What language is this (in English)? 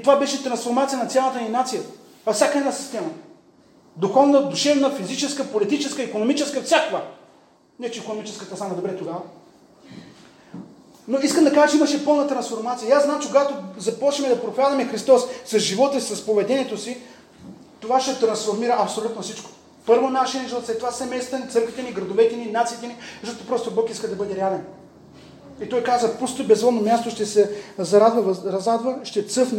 Bulgarian